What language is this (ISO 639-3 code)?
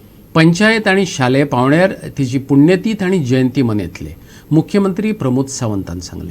kok